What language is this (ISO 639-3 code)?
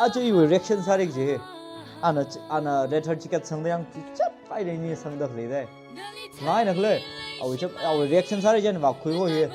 nmf